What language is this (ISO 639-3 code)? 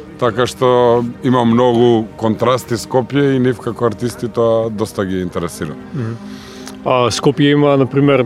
mkd